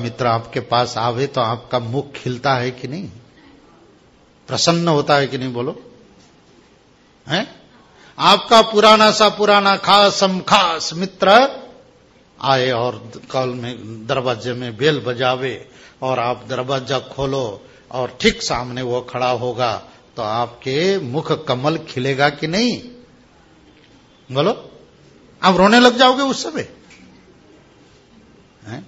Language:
Hindi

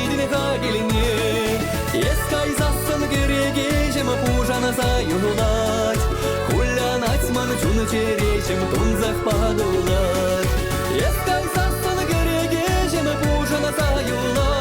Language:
Chuvash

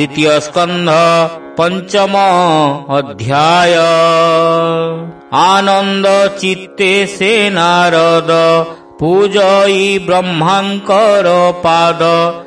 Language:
Odia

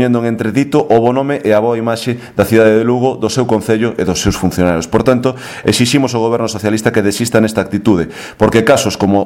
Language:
Galician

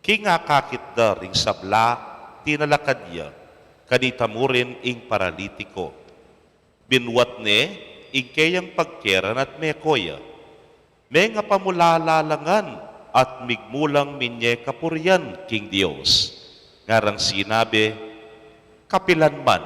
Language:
Pampanga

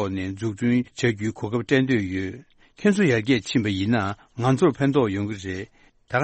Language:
Tibetan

